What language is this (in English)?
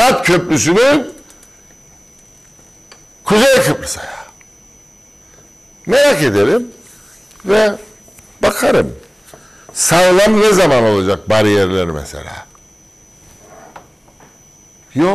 Turkish